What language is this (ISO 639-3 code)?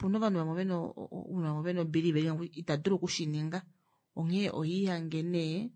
kua